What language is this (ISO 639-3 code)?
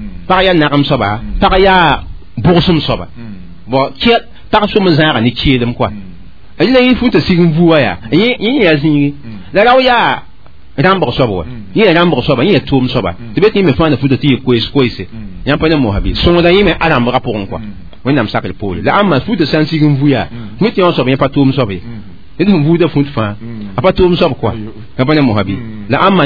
mos